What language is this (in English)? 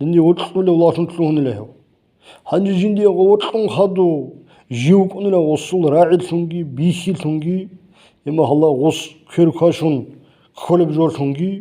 Avaric